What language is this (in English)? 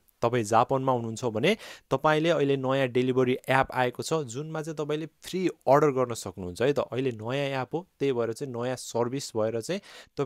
Nepali